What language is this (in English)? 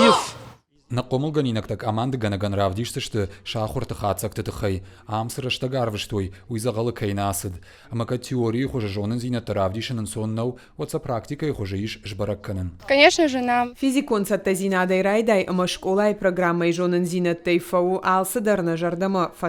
Ossetic